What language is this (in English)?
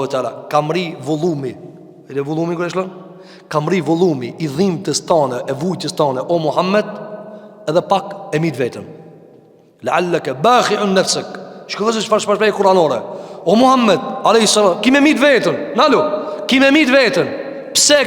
Albanian